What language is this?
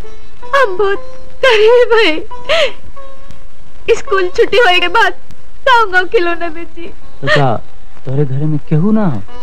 Bhojpuri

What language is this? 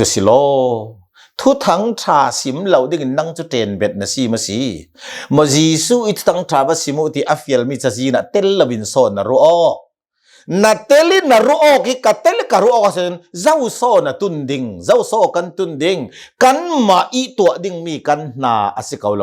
Hakha Chin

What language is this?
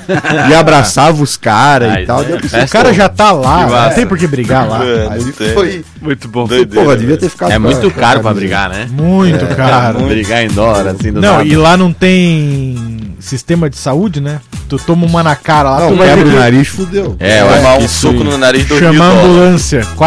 Portuguese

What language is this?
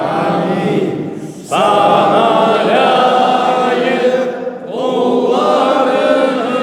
Crimean Tatar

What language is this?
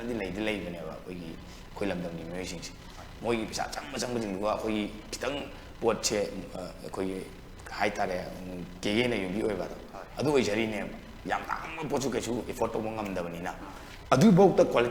Manipuri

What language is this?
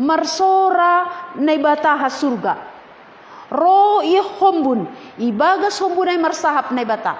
Batak Simalungun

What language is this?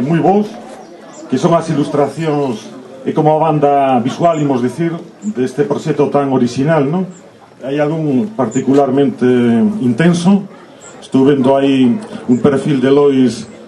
Galician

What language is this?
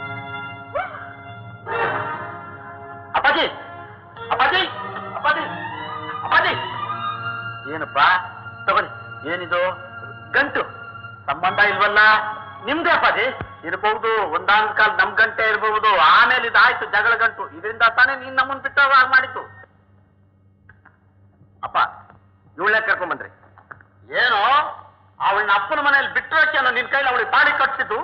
Kannada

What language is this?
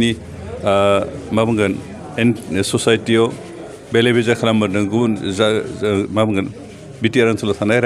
Bodo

